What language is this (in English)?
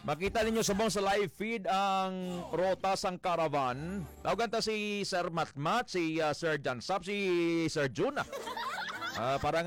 Hiligaynon